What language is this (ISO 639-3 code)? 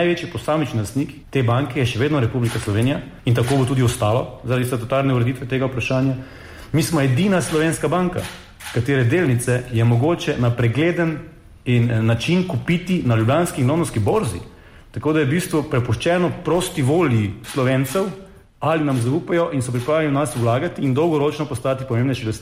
slv